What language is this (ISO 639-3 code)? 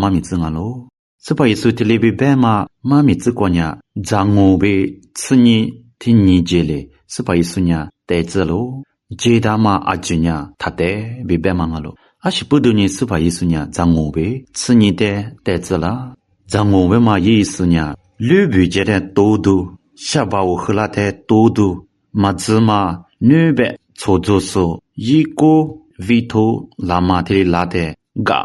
lis